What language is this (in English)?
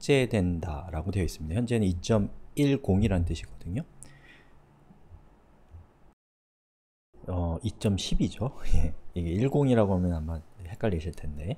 Korean